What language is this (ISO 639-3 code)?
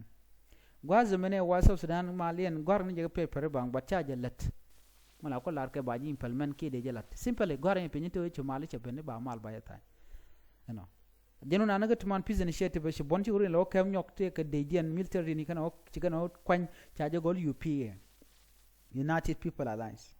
nus